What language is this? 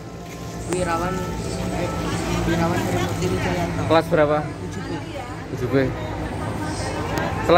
Indonesian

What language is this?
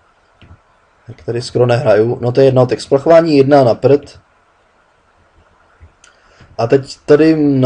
Czech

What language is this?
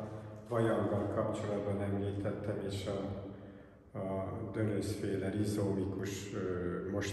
Hungarian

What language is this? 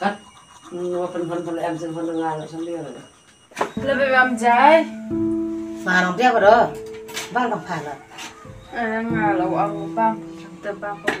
Khasi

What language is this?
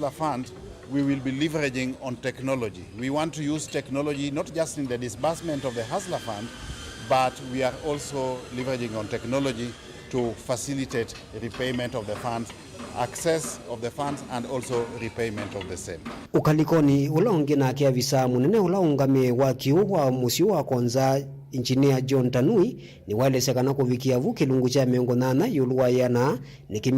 Kamba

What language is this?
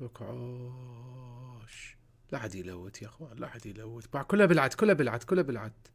Mesopotamian Arabic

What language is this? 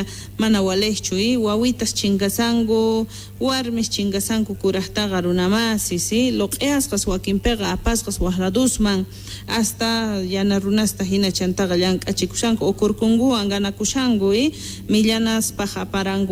South Bolivian Quechua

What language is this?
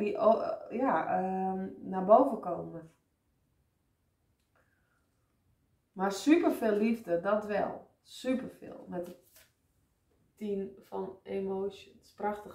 Dutch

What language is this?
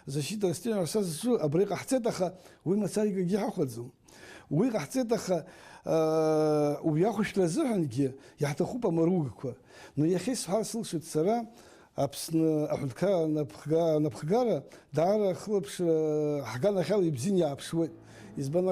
Abkhazian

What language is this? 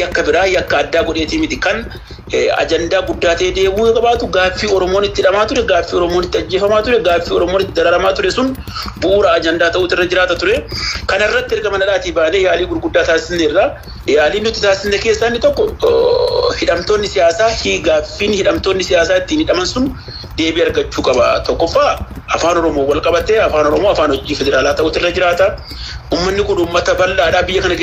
Oromo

